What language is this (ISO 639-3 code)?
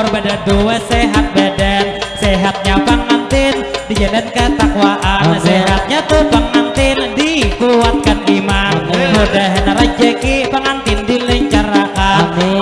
bjn